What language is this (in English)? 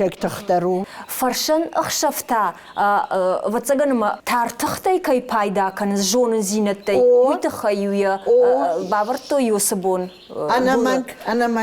Ossetic